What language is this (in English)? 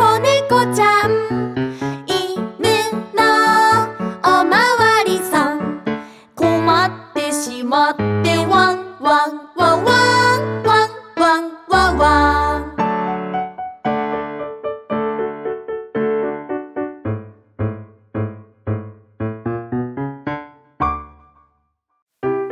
Japanese